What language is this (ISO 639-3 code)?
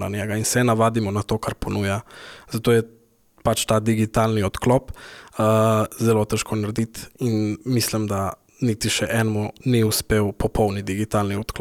slv